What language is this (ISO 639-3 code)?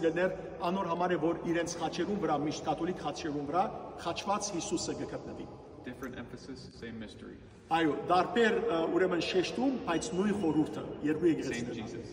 hyw